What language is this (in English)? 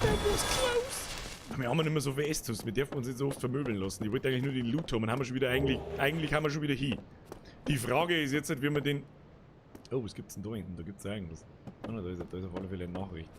Bavarian